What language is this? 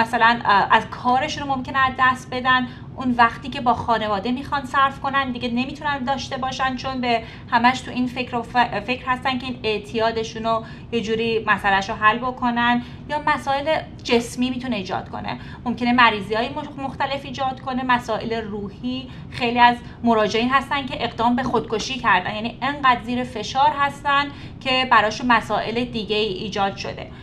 Persian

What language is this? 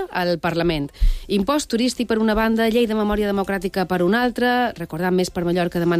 Catalan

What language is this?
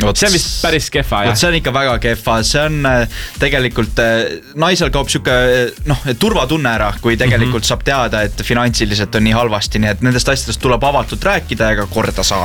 Estonian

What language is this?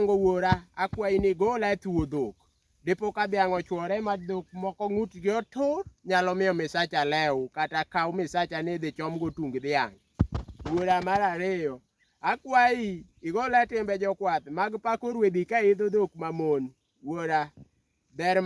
Luo (Kenya and Tanzania)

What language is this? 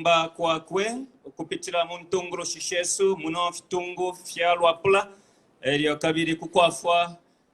Bemba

